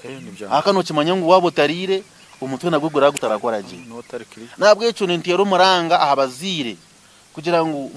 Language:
Nyankole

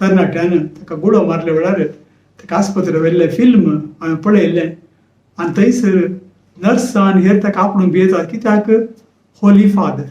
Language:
Konkani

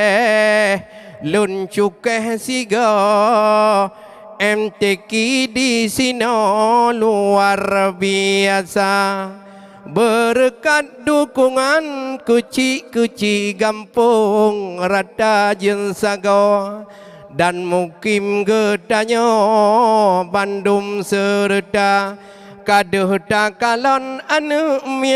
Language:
Achinese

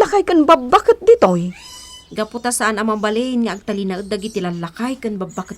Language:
Iloko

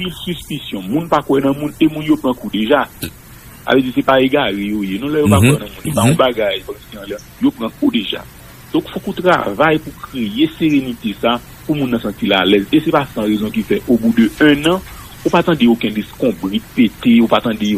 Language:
Haitian Creole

